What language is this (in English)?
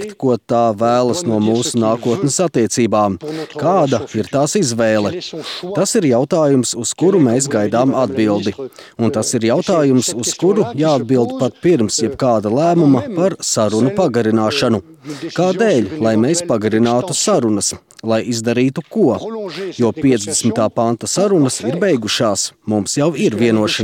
Latvian